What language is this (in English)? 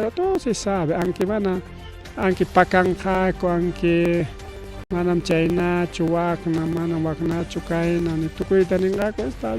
Ayacucho Quechua